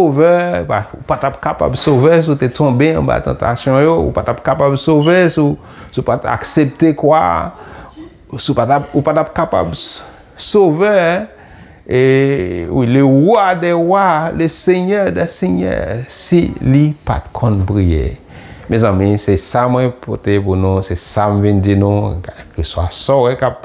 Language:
Haitian Creole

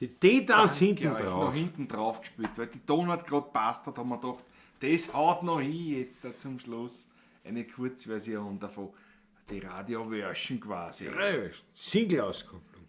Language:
Bavarian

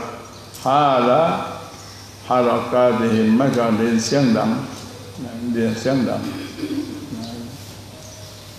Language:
Malay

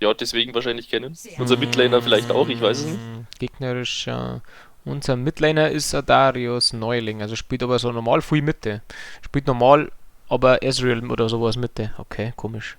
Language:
Bavarian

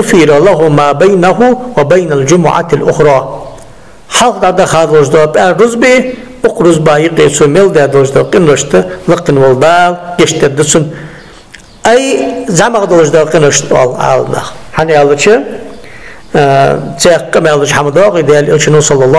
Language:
Ingush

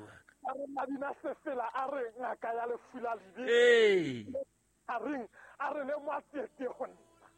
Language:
Southern Sotho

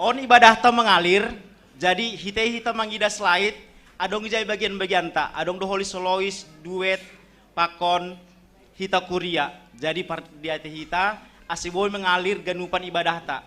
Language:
Batak Simalungun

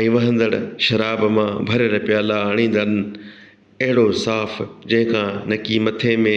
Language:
Sindhi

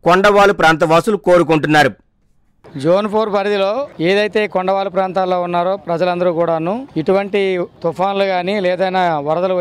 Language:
Telugu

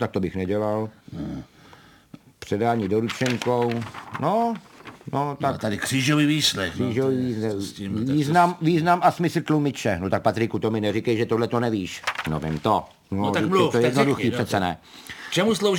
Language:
Czech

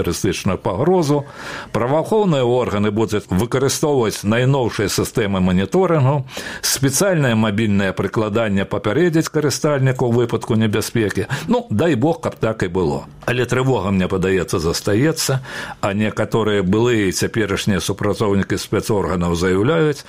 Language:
Belarusian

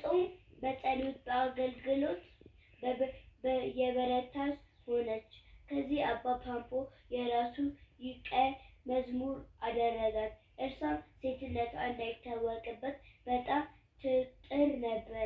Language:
Amharic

